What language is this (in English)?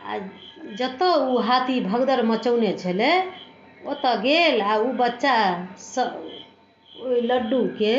Maithili